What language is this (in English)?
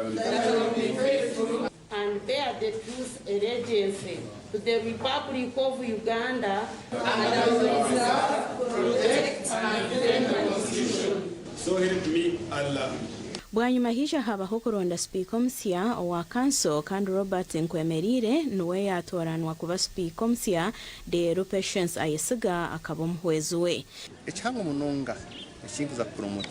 Nyankole